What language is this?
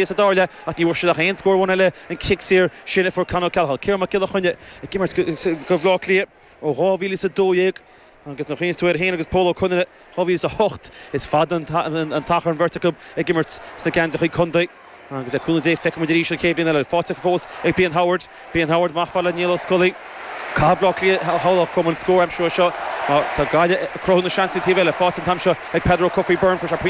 Irish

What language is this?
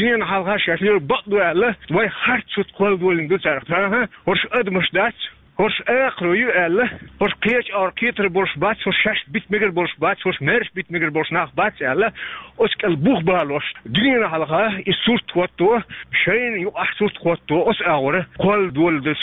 Chechen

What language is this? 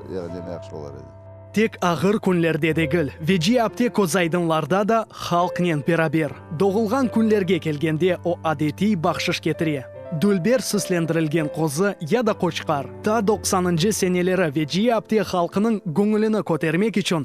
Crimean Tatar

